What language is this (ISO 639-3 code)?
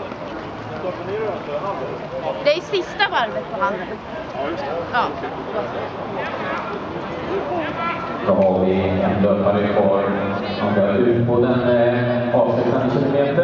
swe